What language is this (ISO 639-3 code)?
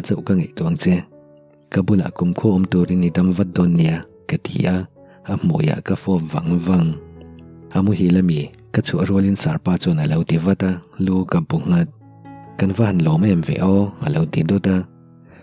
lus